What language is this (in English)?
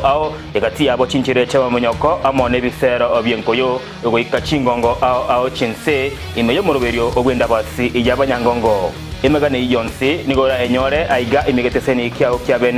Gusii